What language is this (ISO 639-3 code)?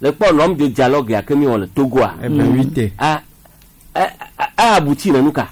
gej